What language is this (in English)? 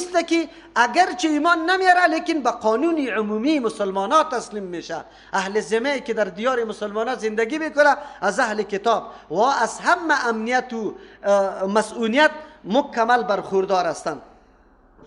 Persian